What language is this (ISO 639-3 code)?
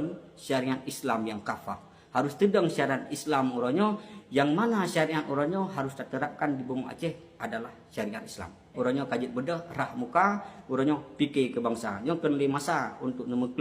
ace